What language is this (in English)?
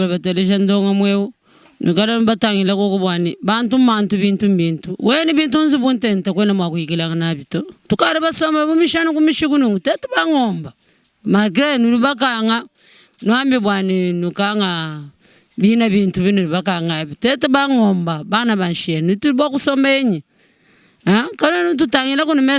Luba-Lulua